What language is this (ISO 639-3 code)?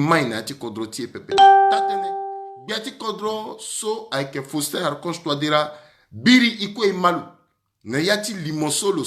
sag